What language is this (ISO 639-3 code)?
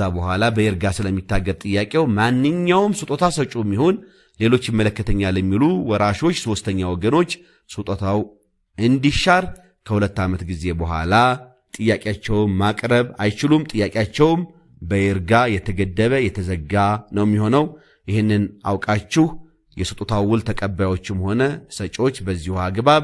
amh